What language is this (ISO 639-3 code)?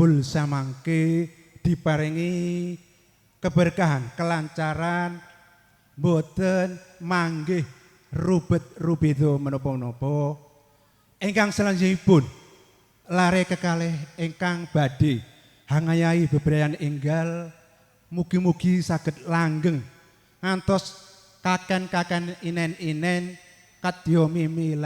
jav